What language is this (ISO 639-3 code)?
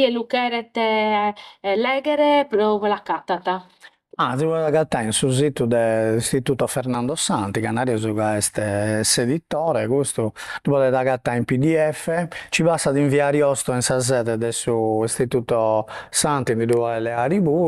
srd